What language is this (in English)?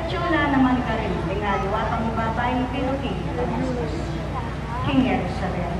Pampanga